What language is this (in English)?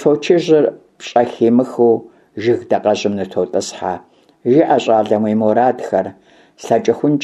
Kabardian